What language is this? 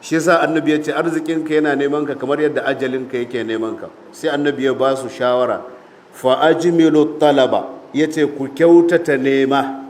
Hausa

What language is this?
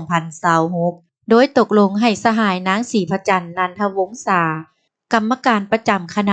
Lao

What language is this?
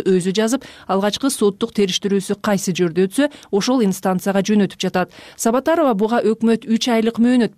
Kyrgyz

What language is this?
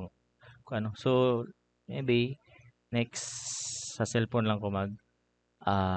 Cebuano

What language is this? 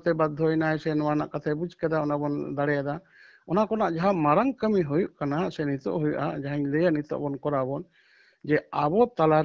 Santali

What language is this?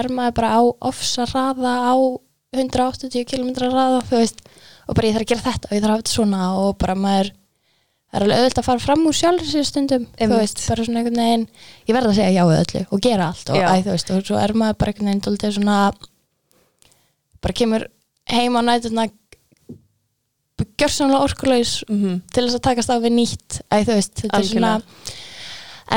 Icelandic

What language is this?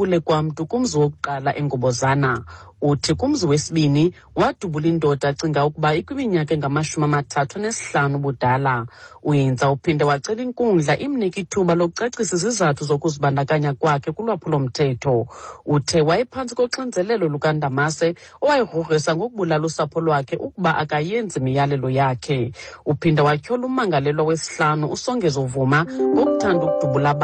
Xhosa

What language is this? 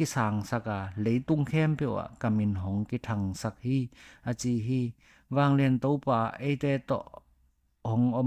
Tedim Chin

